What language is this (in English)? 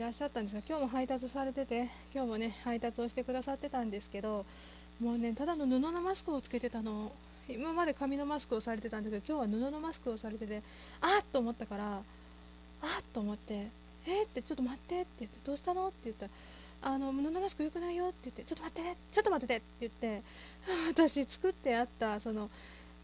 Japanese